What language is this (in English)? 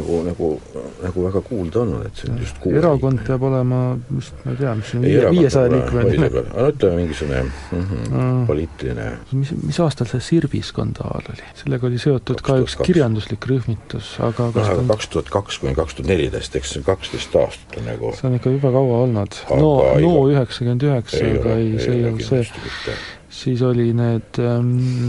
Estonian